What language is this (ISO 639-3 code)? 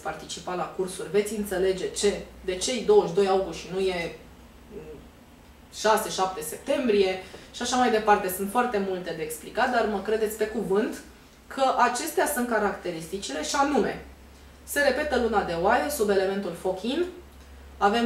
ron